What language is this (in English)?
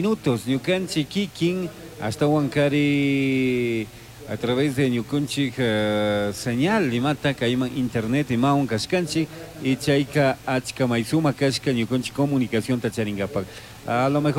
Chimborazo Highland Quichua